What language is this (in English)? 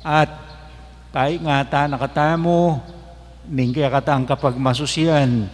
Pampanga